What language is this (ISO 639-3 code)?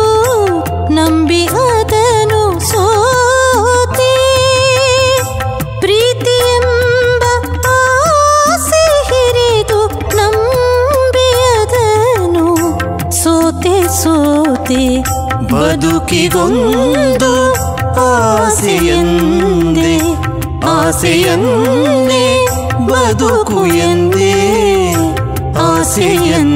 kan